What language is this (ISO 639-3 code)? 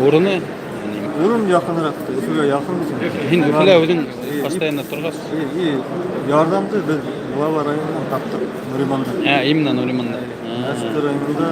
bak